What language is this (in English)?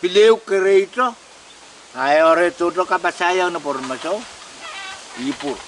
Pohnpeian